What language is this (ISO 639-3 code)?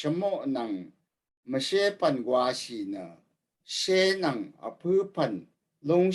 raw